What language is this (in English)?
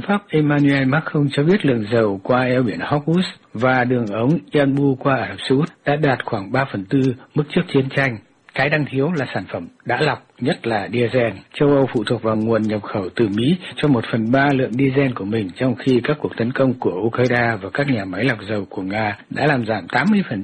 Vietnamese